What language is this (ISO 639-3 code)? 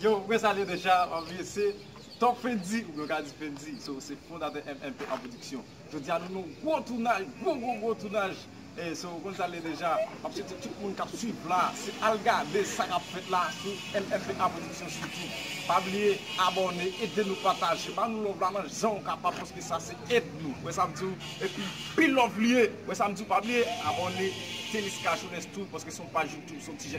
hat